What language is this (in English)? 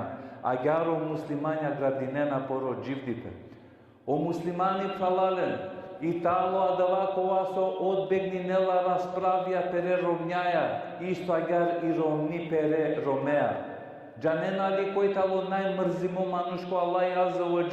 Balkan Romani